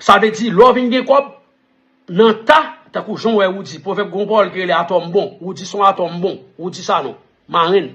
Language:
Haitian Creole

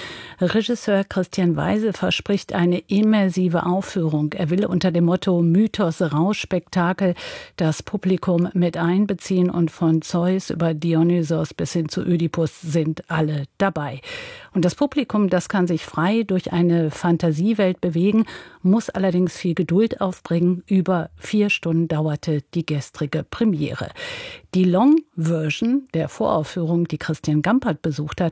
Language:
German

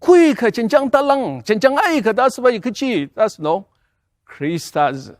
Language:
Ao Naga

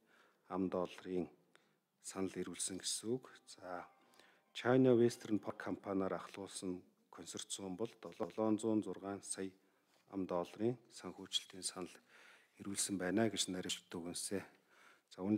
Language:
Mongolian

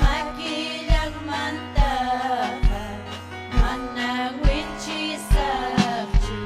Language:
Ayacucho Quechua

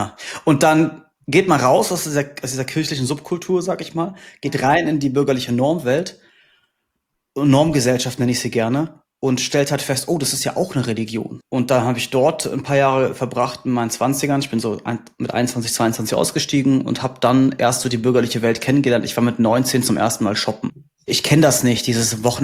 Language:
German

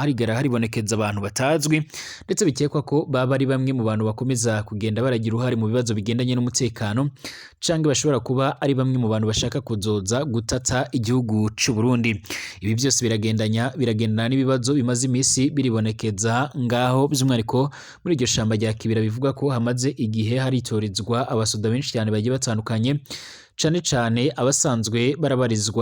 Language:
Rundi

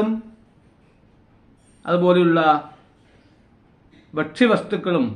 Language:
Malayalam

